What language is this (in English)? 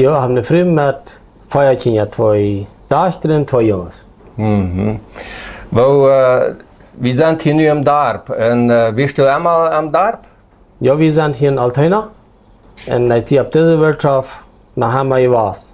Plautdietsch